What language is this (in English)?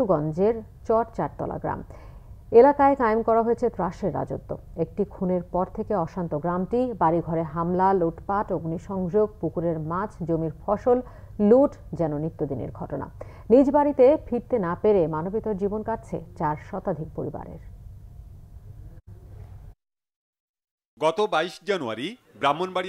Bangla